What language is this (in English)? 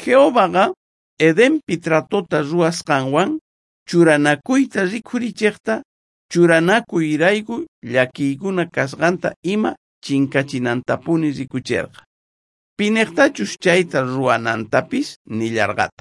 South Bolivian Quechua